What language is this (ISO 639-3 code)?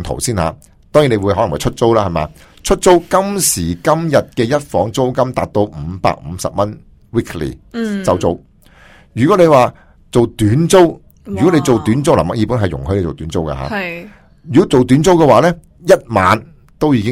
yue